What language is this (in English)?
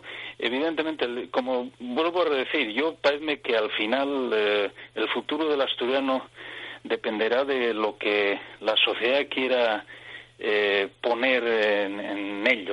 Asturian